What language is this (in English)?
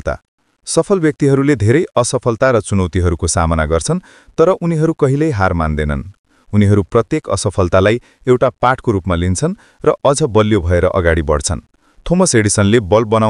Nepali